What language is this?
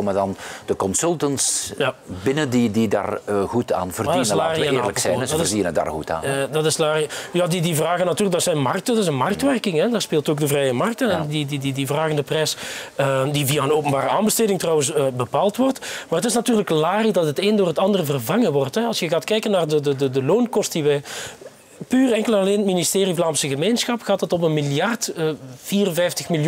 Dutch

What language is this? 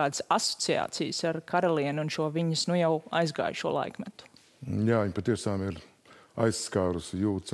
Latvian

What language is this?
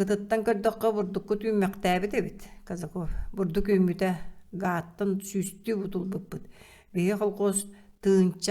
Yakut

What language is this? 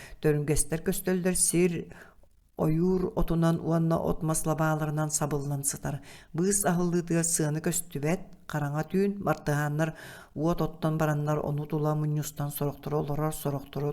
Yakut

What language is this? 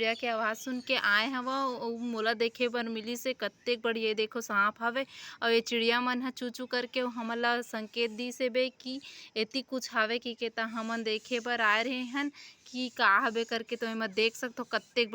Chhattisgarhi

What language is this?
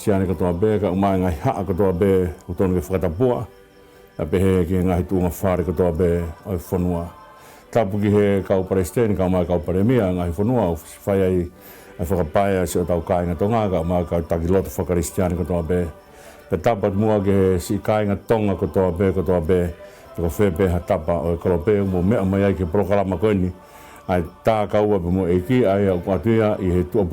Tongan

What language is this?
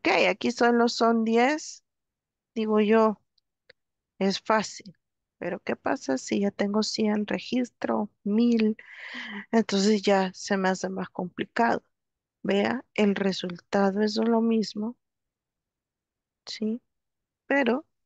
Spanish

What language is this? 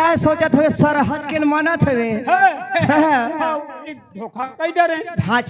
Chhattisgarhi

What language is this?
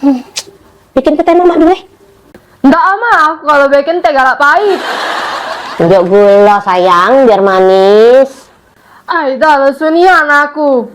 Musi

